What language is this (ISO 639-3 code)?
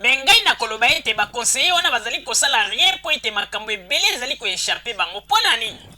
lin